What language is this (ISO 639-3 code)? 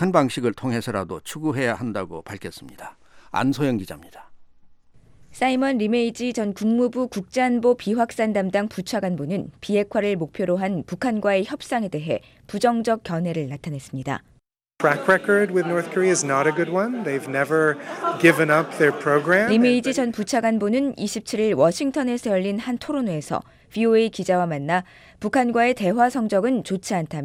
kor